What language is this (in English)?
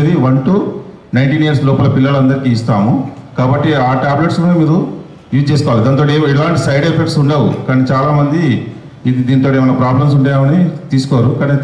Telugu